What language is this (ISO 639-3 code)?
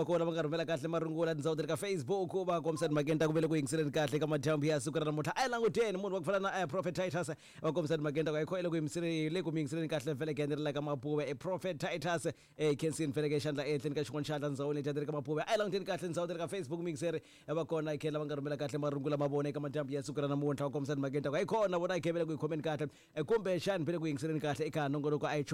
tso